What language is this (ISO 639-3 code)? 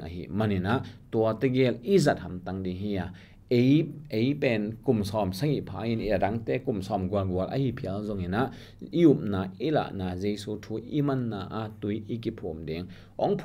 ctd